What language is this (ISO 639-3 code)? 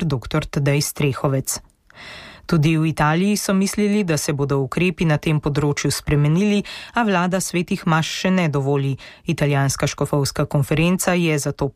slv